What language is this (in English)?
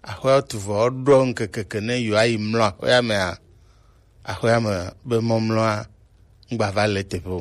Gen